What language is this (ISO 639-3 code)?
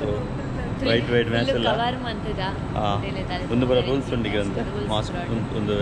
tcy